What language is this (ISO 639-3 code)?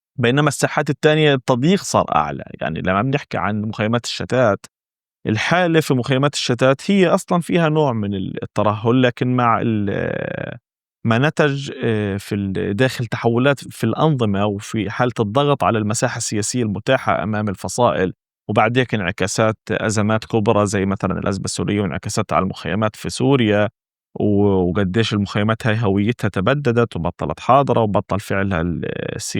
apc